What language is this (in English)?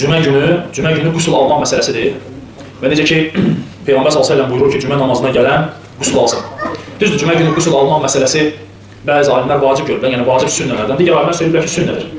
Azerbaijani